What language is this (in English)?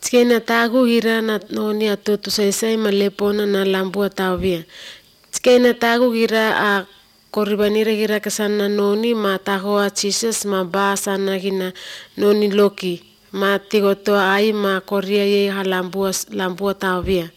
Croatian